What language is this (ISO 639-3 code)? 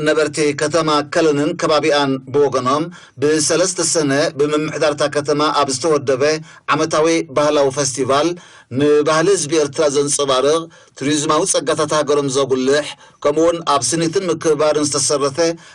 tir